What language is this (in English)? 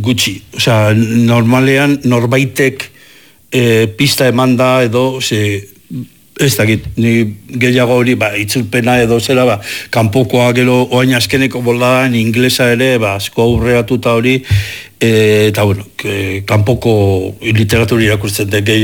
Basque